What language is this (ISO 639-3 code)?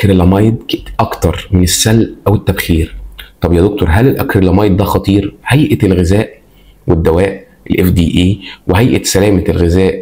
arz